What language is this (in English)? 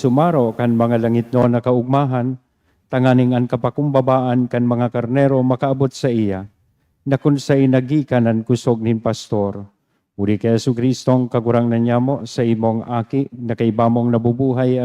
Bikol